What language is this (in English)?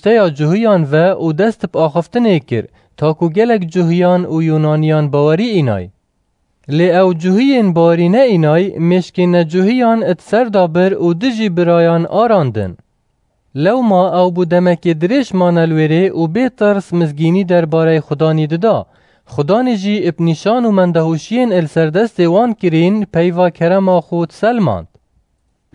Kurdish